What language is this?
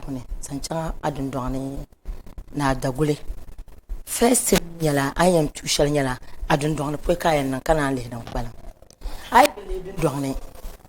Dagbani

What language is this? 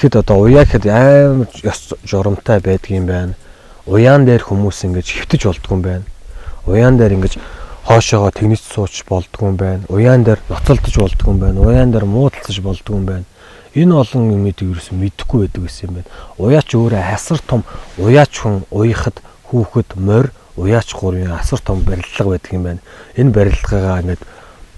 Mongolian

